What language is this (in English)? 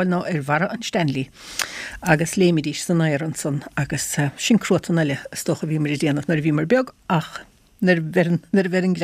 Irish